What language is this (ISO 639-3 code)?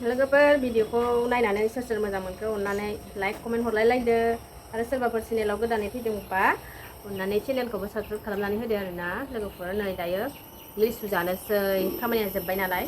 brx